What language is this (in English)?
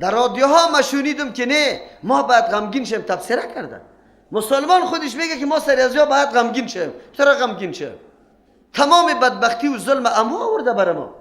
Persian